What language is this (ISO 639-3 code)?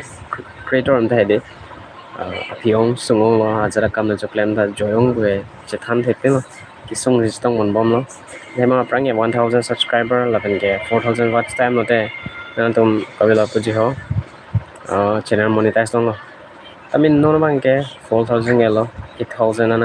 mjw